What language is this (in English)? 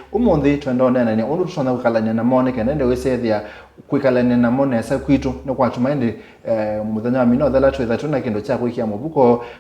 Kamba